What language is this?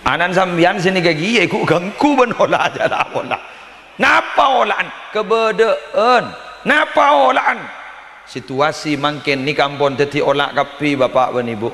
Madurese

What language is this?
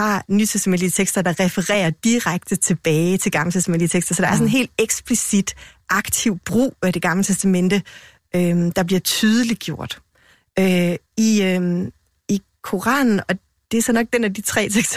Danish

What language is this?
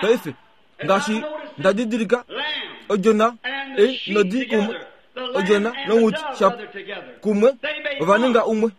Kuanyama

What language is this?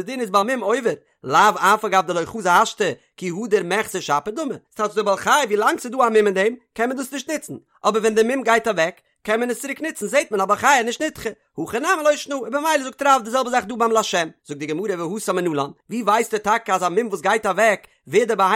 Yiddish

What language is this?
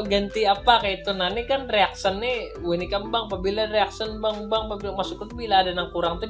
Banjar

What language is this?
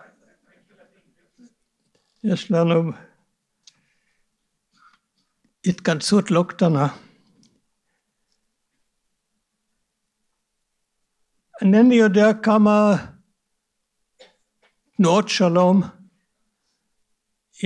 Hebrew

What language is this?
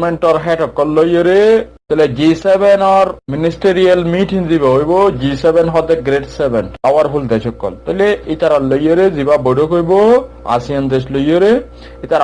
Rohingya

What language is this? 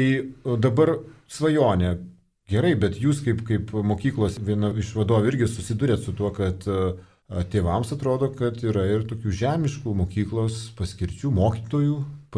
Lithuanian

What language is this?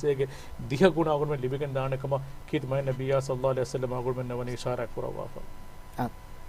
Divehi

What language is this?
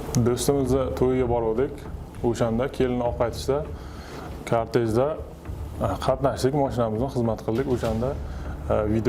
Uzbek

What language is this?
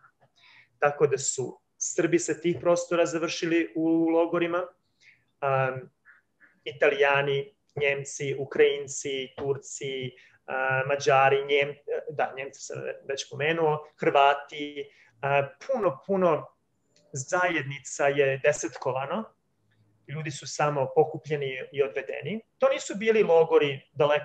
Serbian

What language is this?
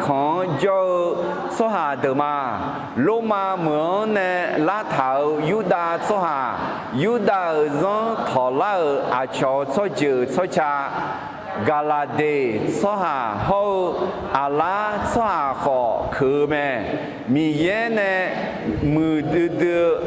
Akha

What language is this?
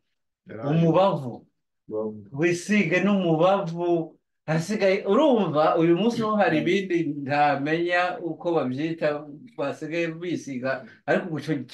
Kinyarwanda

